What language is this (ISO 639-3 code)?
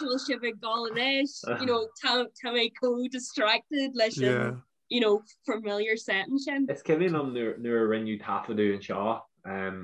gle